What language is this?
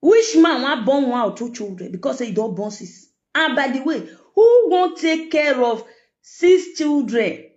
Nigerian Pidgin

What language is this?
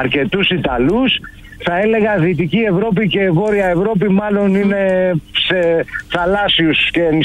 Greek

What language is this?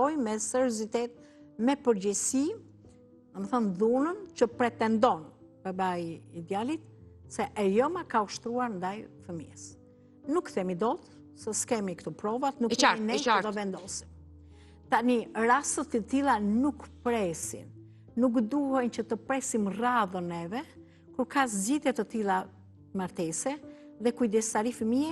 Albanian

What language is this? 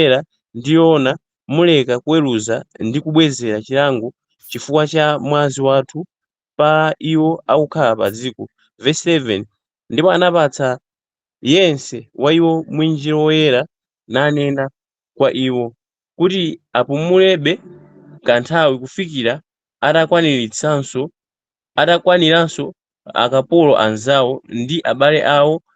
Nyanja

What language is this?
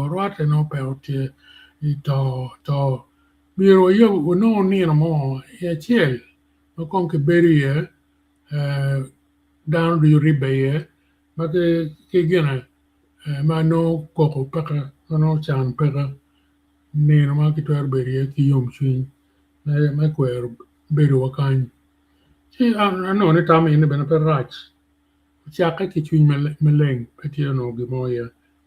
Acoli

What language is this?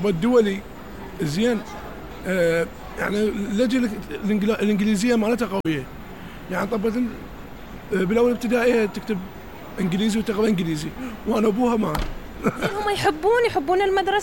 Mesopotamian Arabic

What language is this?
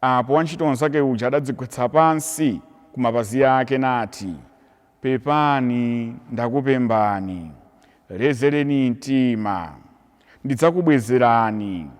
Nyanja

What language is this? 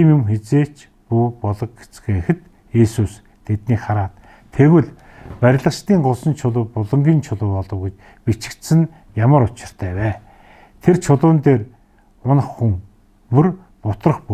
Mongolian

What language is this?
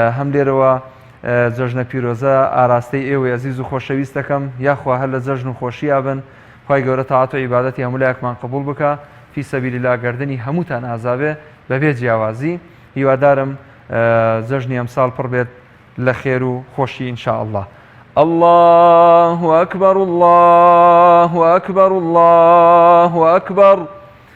Central Kurdish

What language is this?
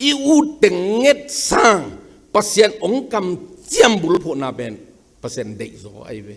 Tedim Chin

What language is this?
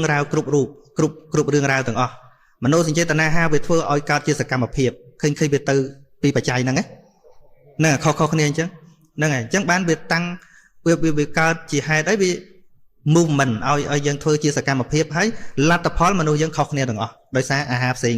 Khmer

